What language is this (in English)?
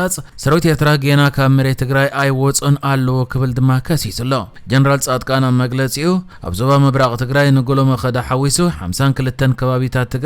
Tigrinya